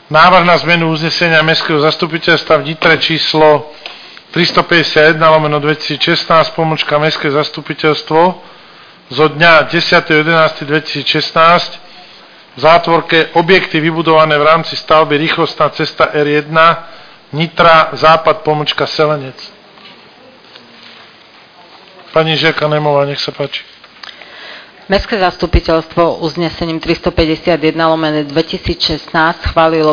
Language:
Slovak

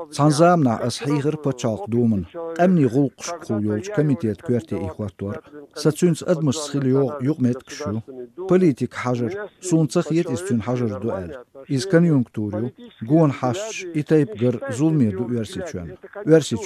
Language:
Chechen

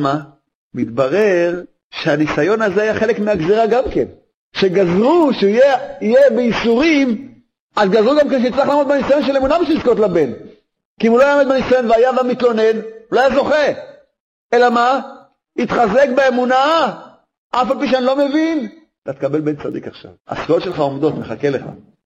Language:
Hebrew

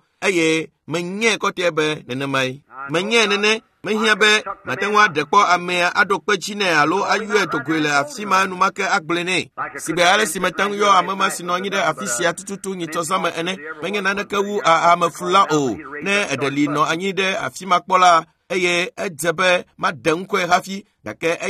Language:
Ewe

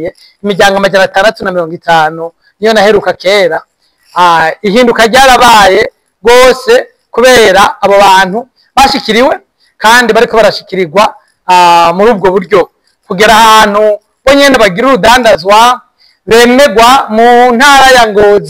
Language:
Rundi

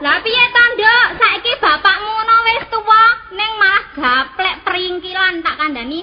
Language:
Javanese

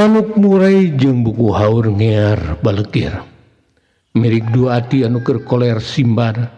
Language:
Sundanese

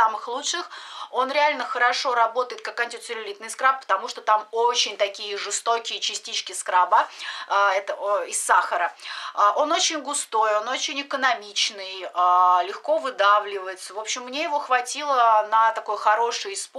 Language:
Russian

